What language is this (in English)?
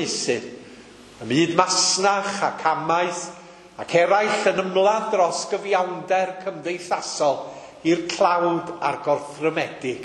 Welsh